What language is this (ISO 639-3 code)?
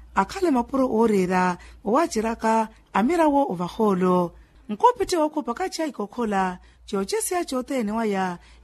vmw